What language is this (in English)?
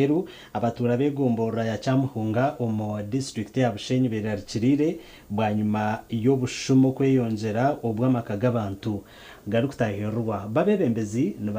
Nyankole